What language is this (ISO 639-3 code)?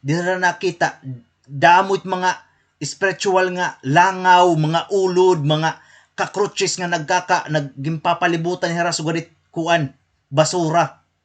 war